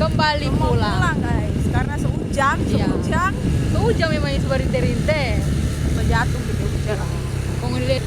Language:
Manado Malay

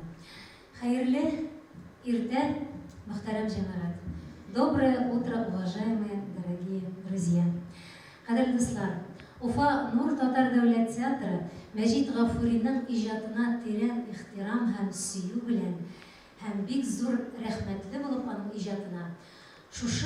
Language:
Bashkir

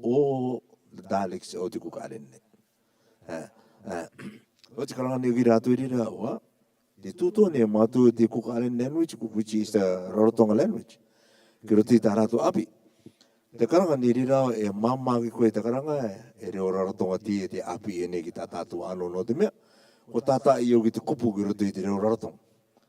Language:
Rarotongan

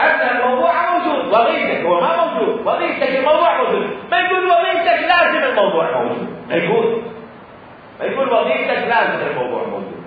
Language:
Mesopotamian Arabic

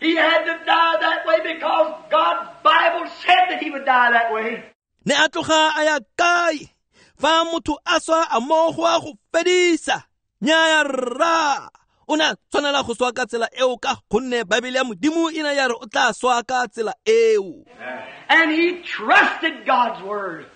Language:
Tswana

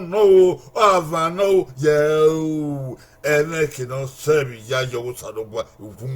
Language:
Bini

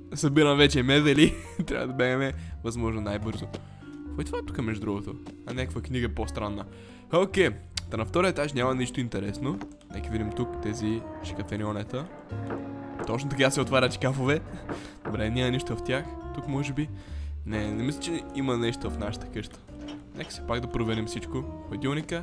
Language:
Bulgarian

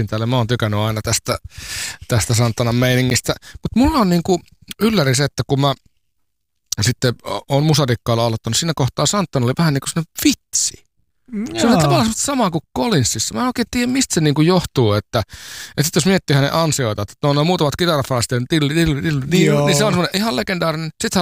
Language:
Finnish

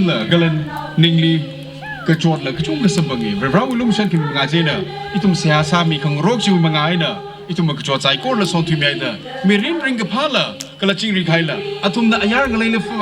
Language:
Tangkhul Naga (India)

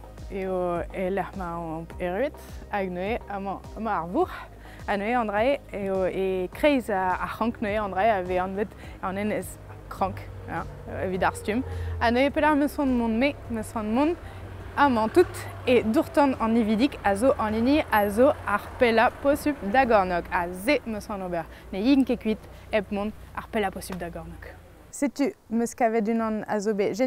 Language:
Breton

